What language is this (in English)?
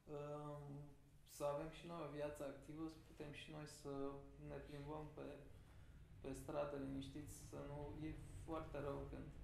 Romanian